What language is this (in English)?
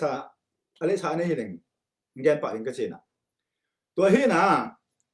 Tedim Chin